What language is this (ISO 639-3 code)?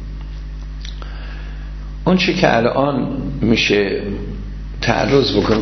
fas